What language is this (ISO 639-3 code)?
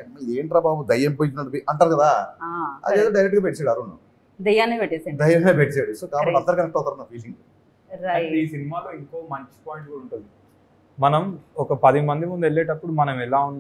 tel